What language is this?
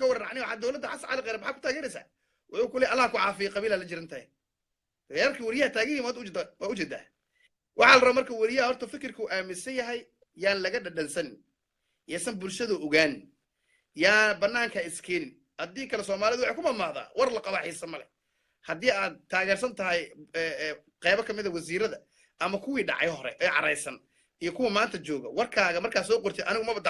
Somali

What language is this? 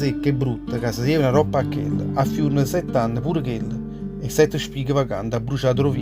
Neapolitan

